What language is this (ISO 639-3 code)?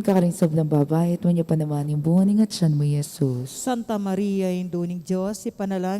pam